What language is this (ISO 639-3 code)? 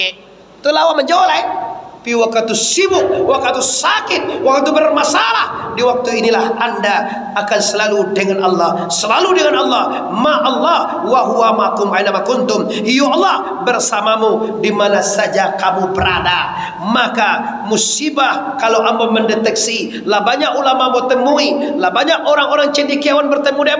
min